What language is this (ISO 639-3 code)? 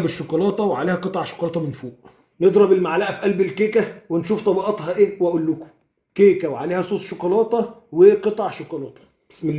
arz